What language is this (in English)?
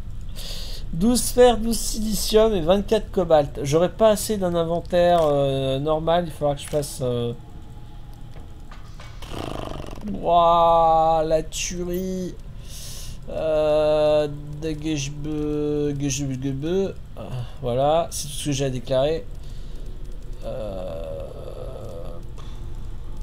French